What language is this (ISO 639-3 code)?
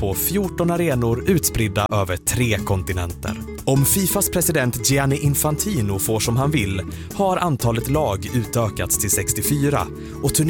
swe